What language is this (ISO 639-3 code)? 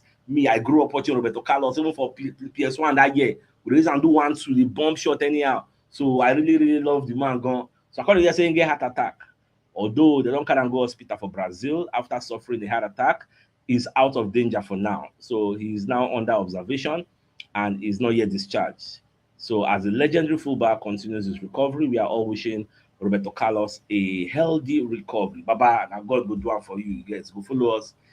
pcm